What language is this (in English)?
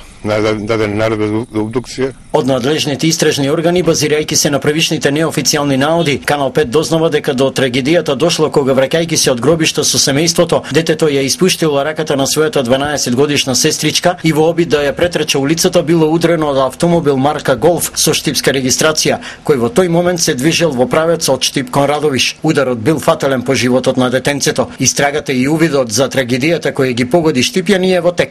Macedonian